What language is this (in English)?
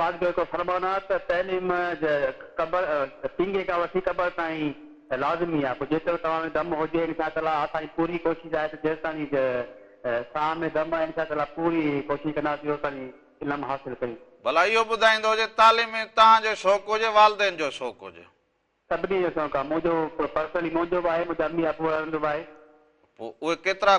Sindhi